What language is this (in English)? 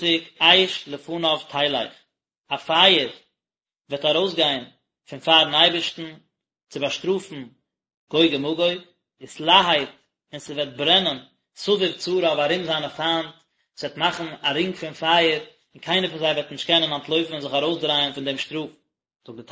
Yiddish